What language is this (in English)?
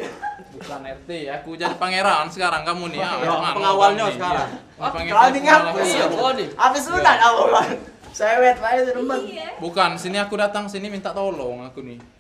Musi